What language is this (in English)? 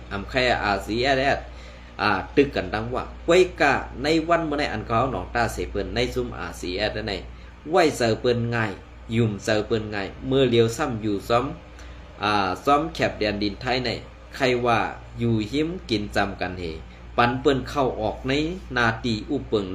Shan